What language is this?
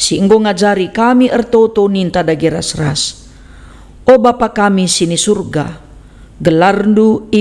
Batak Karo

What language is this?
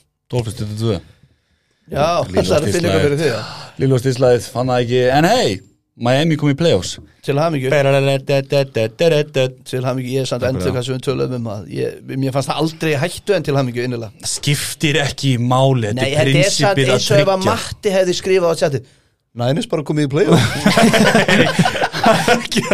Icelandic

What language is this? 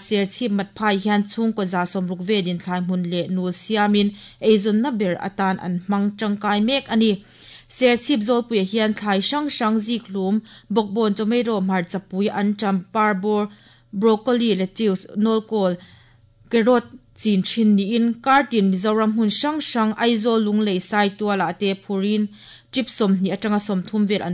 Mizo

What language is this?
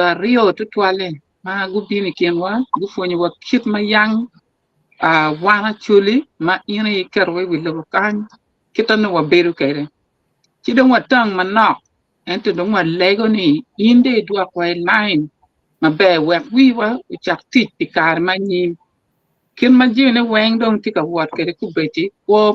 Acoli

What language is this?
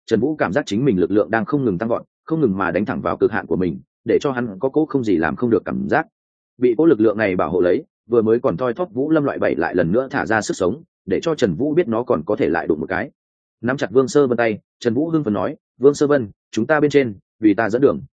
Vietnamese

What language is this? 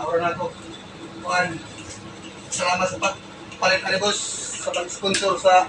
Cebuano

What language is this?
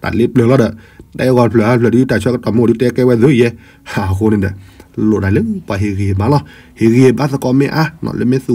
S'gaw Karen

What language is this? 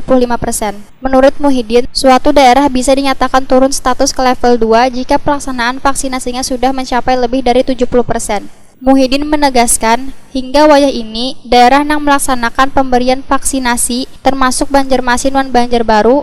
Banjar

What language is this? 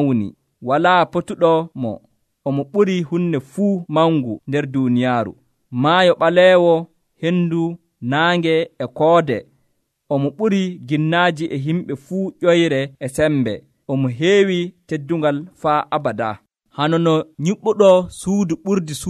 Nigerian Fulfulde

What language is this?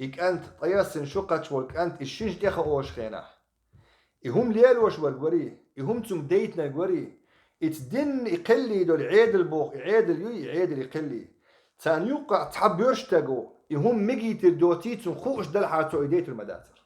Chechen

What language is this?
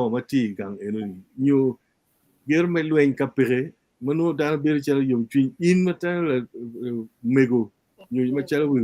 Acoli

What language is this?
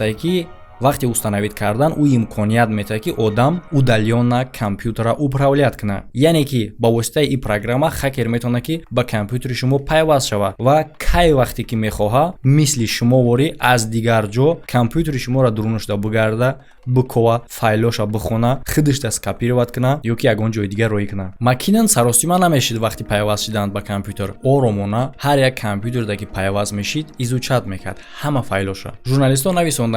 Tajik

